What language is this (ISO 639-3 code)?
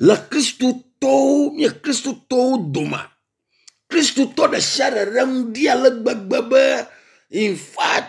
ewe